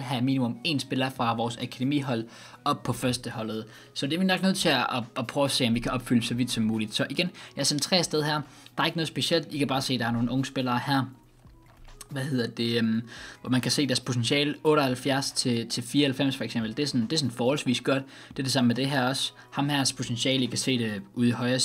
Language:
Danish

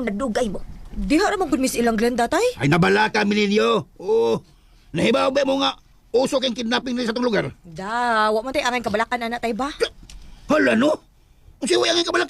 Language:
Cebuano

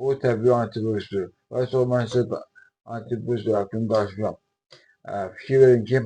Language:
Azerbaijani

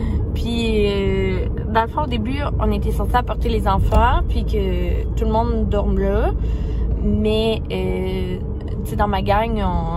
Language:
French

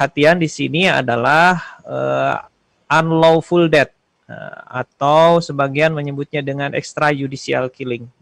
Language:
Indonesian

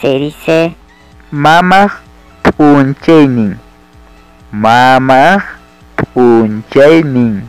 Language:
Ayacucho Quechua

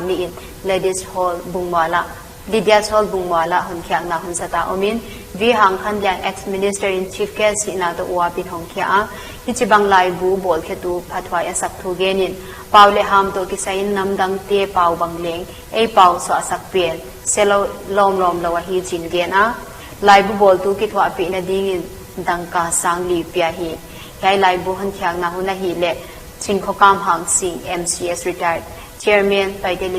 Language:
Paite Chin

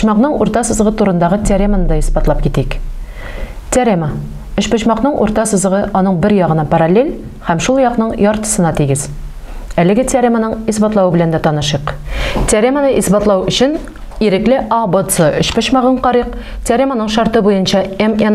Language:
Tatar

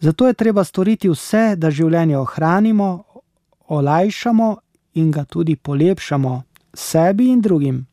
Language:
Slovenian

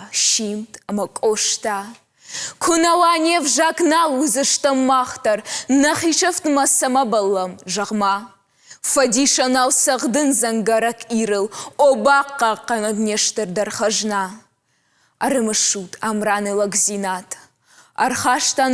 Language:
Ossetic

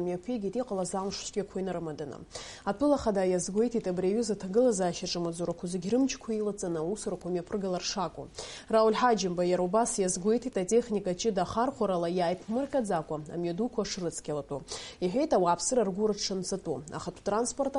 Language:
Abkhazian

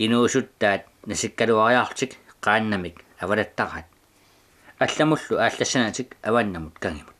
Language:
Kalaallisut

